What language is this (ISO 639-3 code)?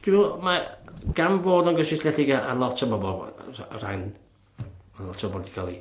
cym